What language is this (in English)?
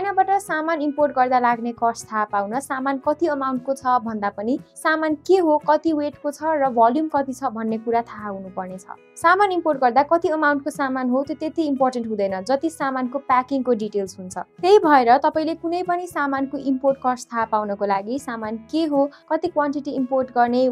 Nepali